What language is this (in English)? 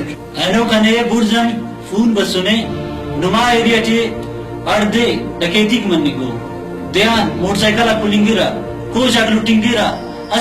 Brahui